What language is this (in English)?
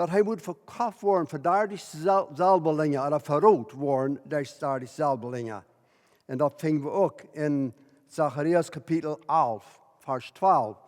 Plautdietsch